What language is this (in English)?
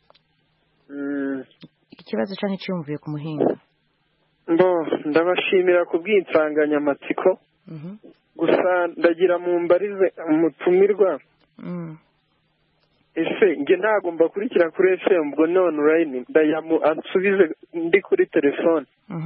Kinyarwanda